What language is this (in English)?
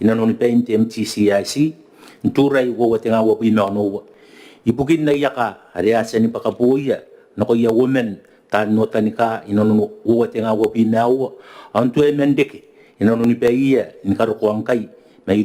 Gilbertese